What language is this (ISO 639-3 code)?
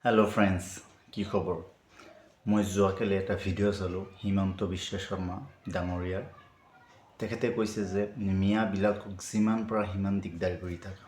asm